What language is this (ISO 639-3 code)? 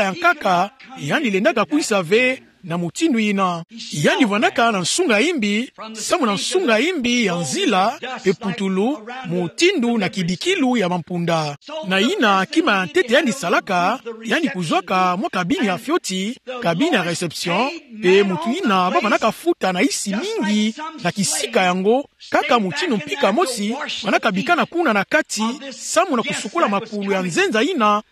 ktu